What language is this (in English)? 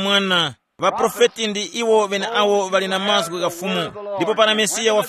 Tumbuka